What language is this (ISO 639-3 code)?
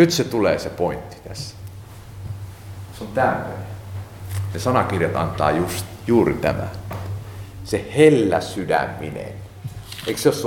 fin